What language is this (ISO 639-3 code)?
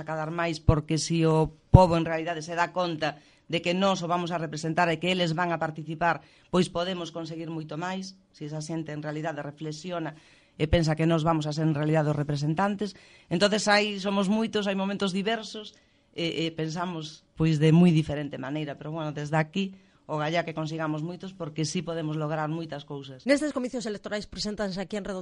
glg